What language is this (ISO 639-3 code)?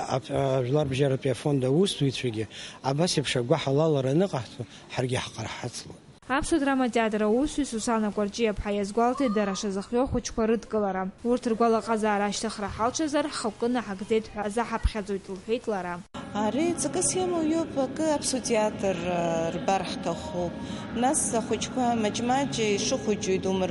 abk